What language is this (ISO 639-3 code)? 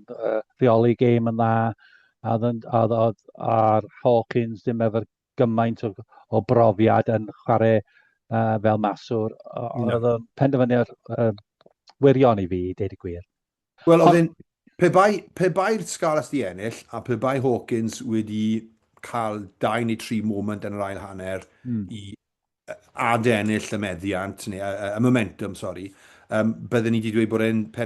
cym